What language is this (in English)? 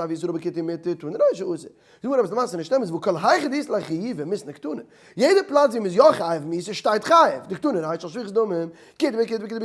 Yiddish